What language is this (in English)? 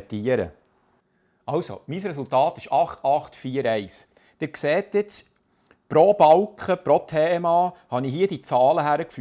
Swiss German